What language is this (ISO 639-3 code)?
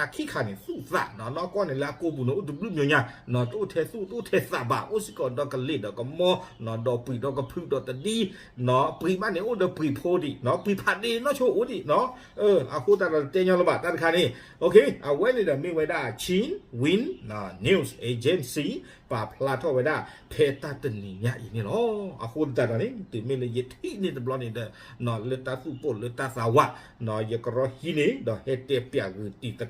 ksw